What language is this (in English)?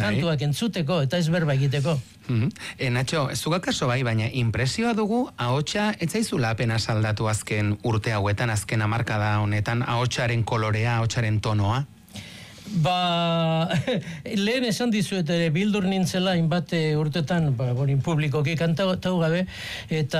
Basque